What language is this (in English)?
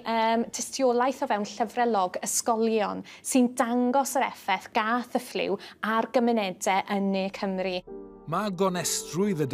Welsh